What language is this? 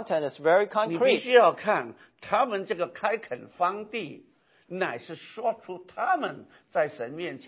Chinese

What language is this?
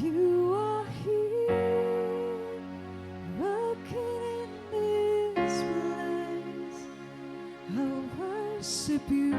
Waray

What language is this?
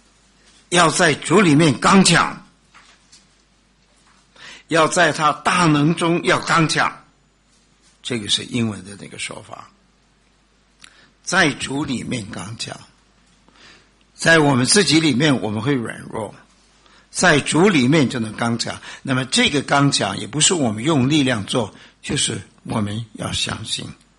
Chinese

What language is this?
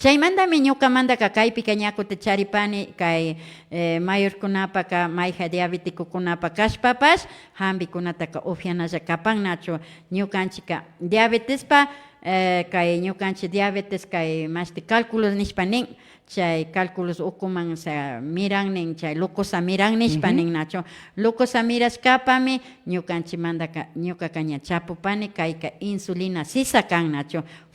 Imbabura Highland Quichua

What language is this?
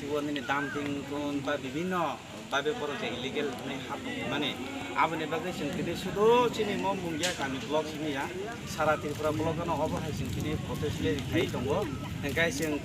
Kok Borok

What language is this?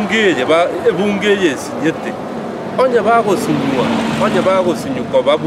Gusii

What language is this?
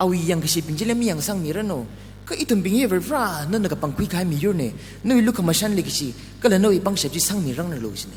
Tangkhul Naga (India)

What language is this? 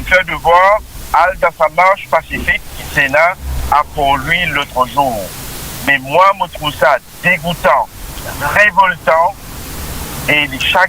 Morisyen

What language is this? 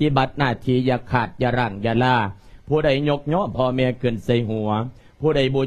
Lao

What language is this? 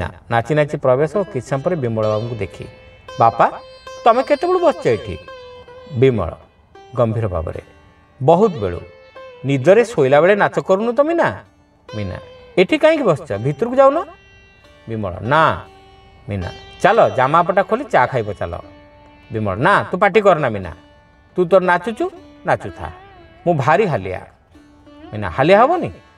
Odia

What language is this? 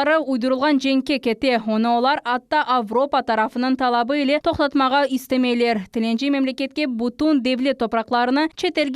Crimean Tatar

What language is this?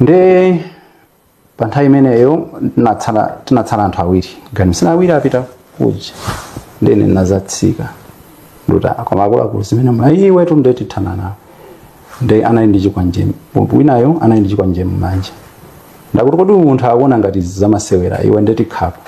Nyanja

